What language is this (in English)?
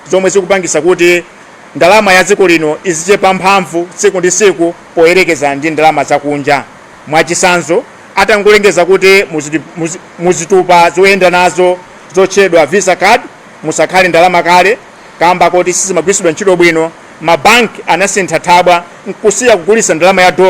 Nyanja